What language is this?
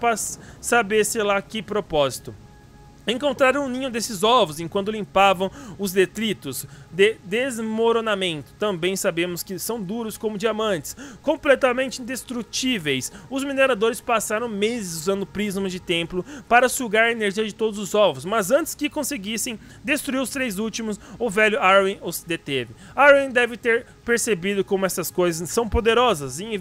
Portuguese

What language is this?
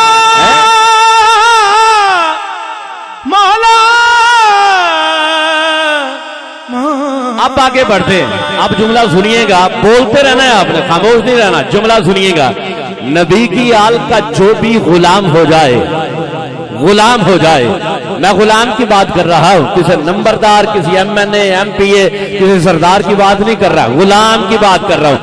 Urdu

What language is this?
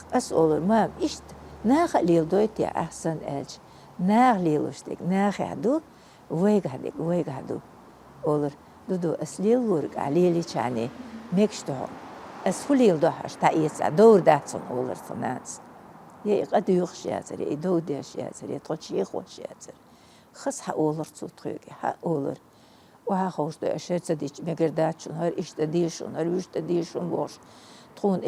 Chechen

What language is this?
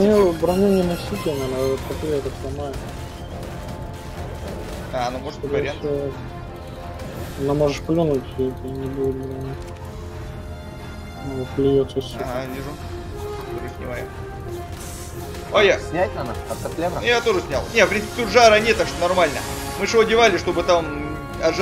Russian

